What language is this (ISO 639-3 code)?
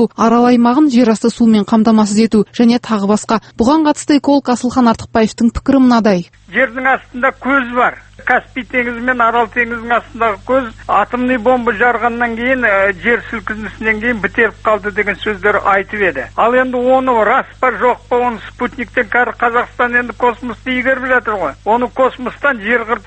kaz